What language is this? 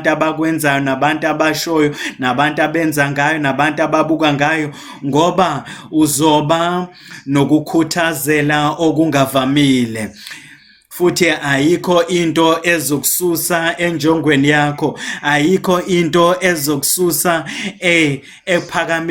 Zulu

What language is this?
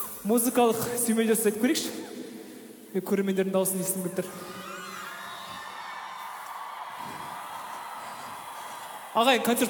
Kazakh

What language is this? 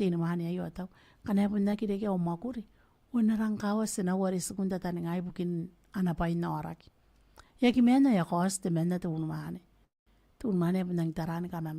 Gilbertese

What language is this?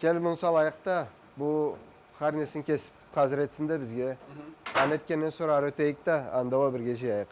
Karachay-Balkar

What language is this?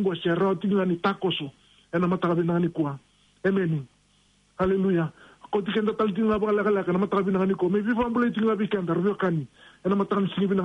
Fijian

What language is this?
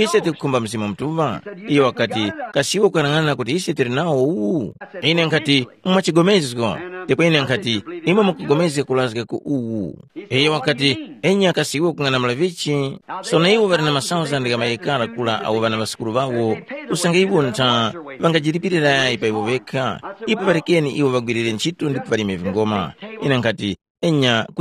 Tumbuka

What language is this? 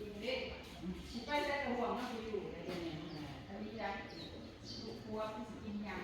Northeastern Thai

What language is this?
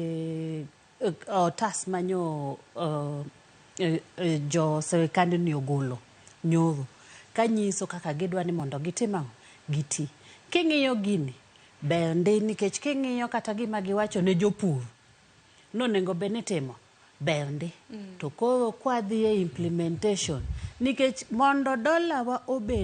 Luo (Kenya and Tanzania)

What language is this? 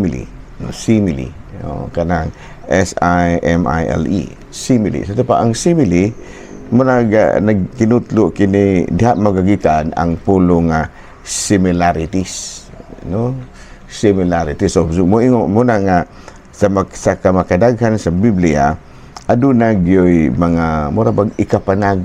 Cebuano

